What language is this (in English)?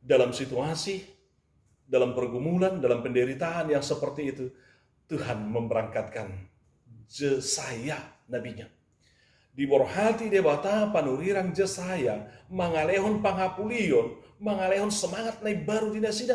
Batak Toba